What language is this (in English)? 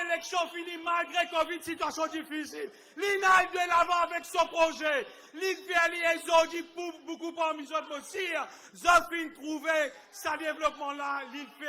Morisyen